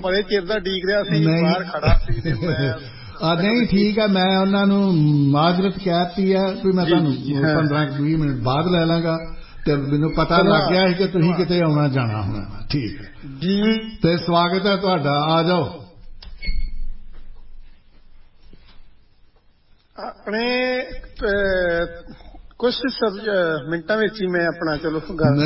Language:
Punjabi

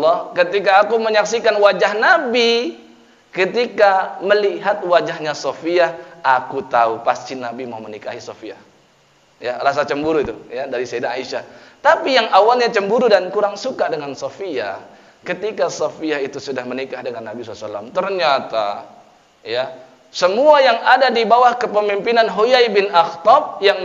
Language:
Indonesian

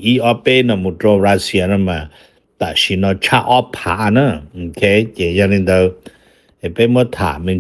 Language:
Hmong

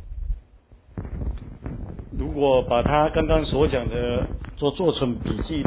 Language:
Chinese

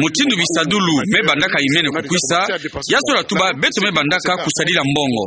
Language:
Kituba (Democratic Republic of Congo)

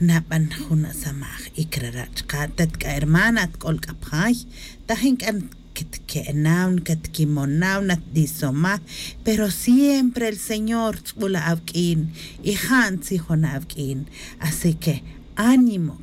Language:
Tz'utujil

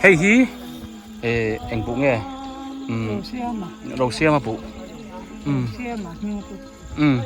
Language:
Biete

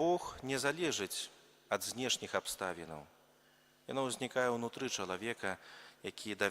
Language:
Belarusian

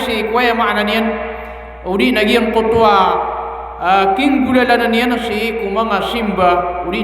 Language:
Maranao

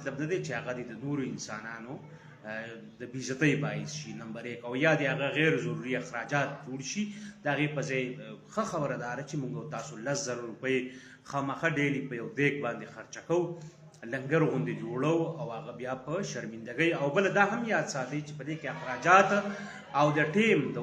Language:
Pashto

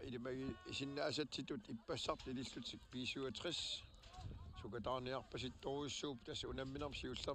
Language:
Kalaallisut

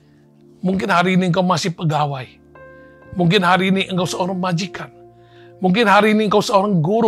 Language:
Indonesian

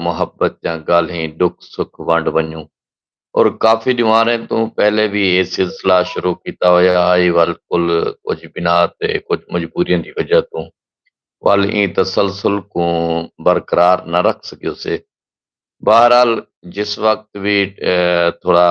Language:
Saraiki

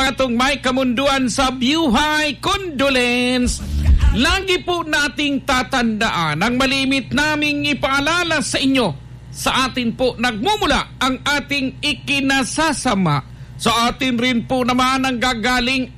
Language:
Bikol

